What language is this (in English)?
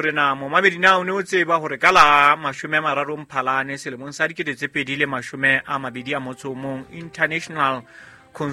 Southern Sotho